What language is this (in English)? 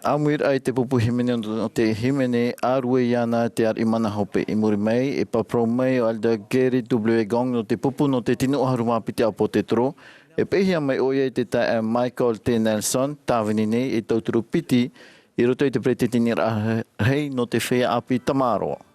Tahitian